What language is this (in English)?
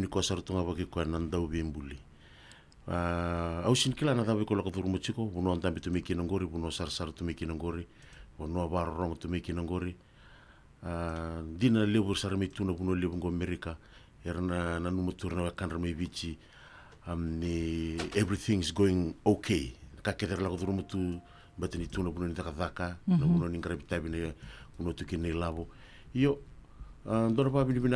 Fijian